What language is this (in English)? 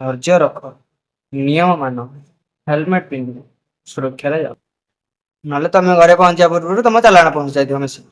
Odia